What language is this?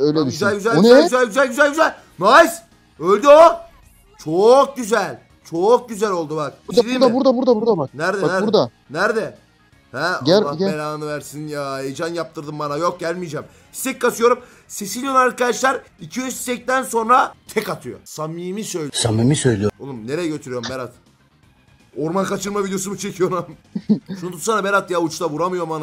Turkish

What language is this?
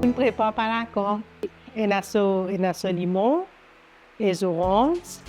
Morisyen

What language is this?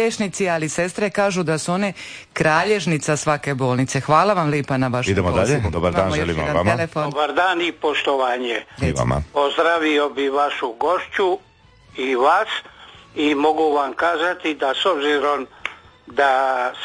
Croatian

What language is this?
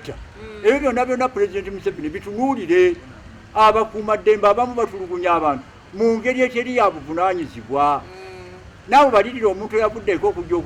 Ganda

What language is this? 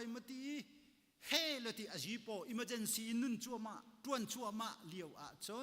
Hakha Chin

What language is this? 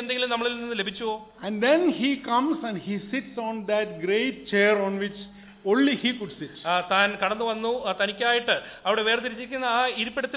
Malayalam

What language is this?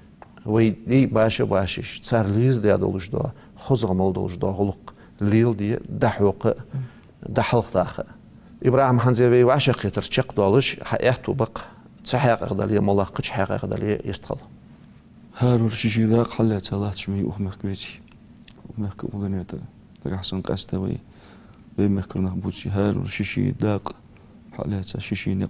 Ingush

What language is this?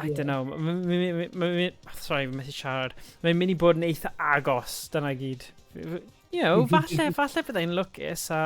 Welsh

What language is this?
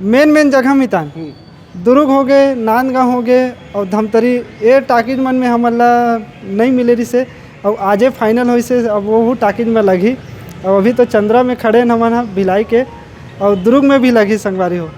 Chhattisgarhi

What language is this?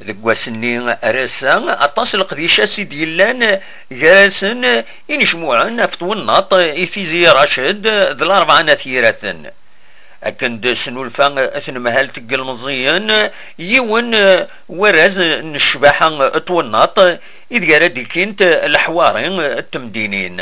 Kabyle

